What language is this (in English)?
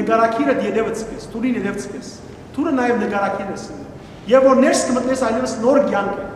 Western Armenian